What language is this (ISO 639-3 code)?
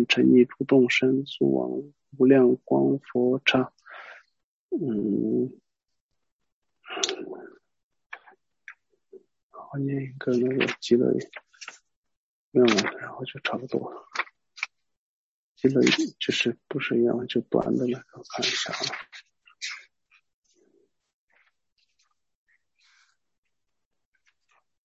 zho